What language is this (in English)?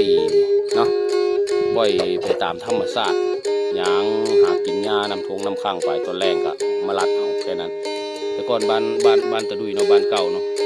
Northeastern Thai